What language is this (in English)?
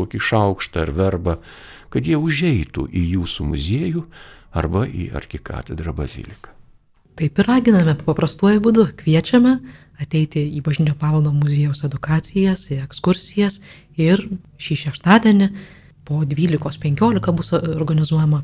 Lithuanian